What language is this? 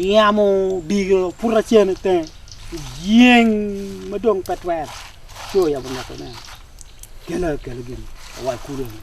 Acoli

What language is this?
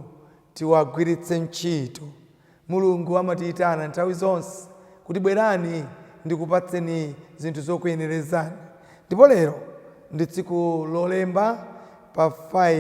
Nyanja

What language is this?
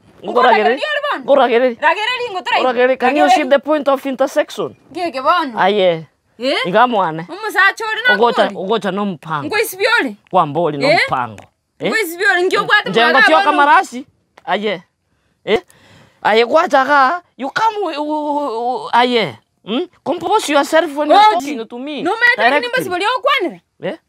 Gusii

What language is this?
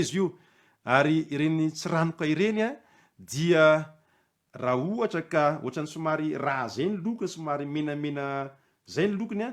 Malagasy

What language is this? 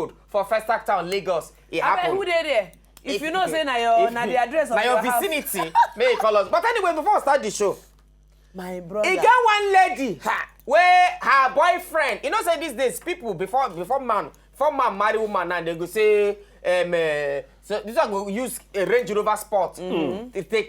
Nigerian Pidgin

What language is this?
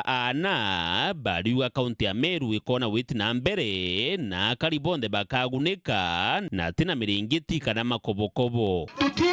Meru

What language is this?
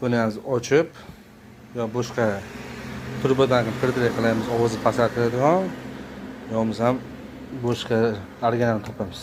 Uzbek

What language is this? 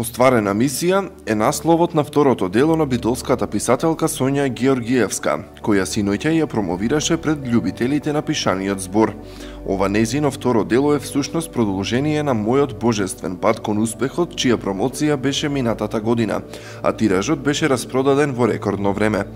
Macedonian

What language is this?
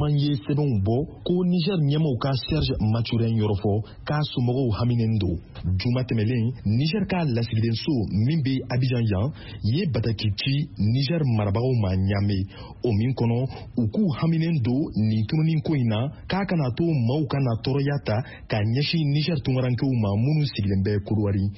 Bambara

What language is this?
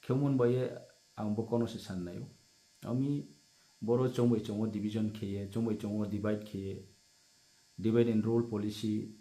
Riang (India)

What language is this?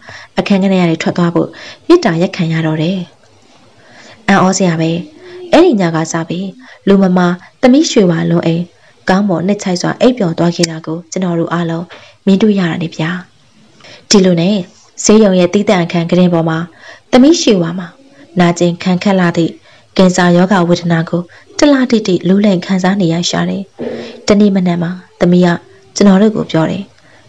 Burmese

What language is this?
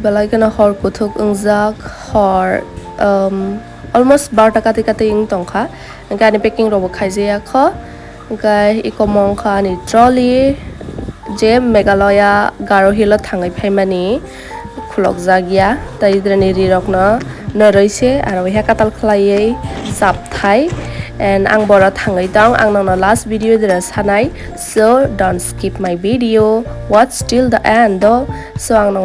Kok Borok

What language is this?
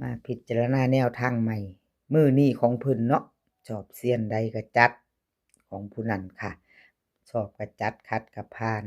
Northeastern Thai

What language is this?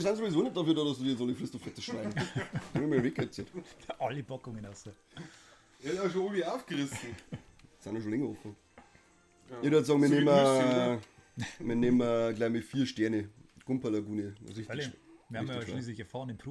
Bavarian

